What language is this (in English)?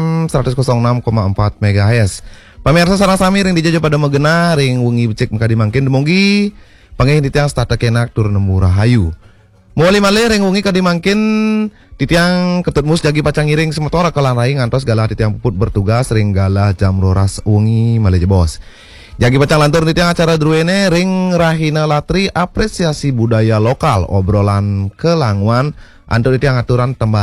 Balinese